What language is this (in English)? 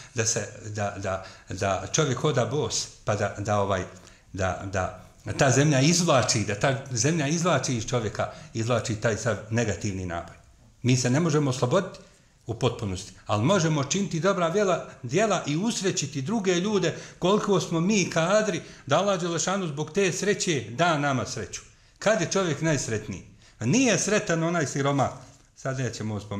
Bosnian